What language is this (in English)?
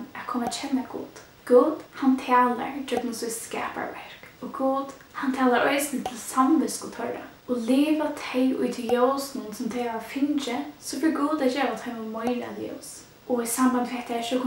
Faroese